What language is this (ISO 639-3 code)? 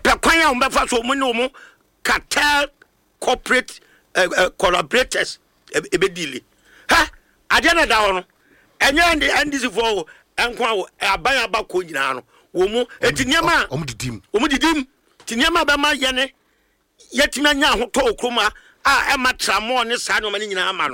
aka